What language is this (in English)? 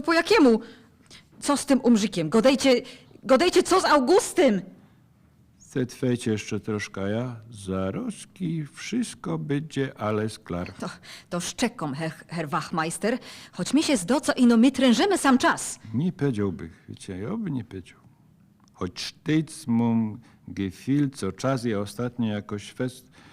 Silesian